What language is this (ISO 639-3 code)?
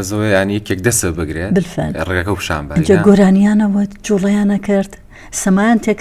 ckb